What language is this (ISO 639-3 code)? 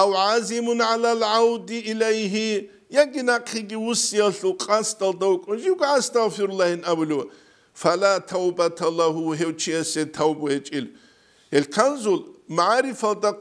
ava